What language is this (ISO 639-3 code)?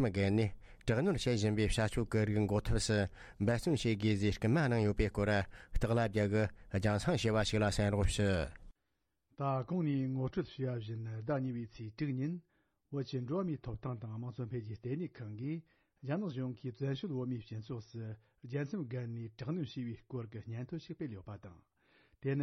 bod